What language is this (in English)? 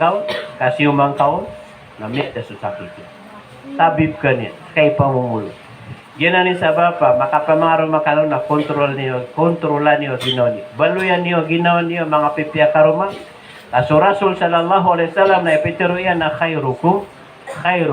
Maranao